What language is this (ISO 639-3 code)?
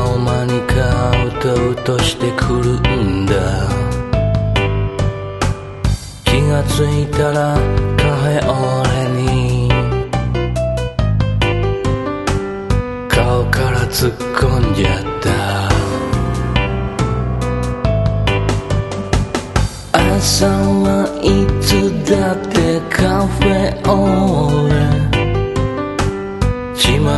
jpn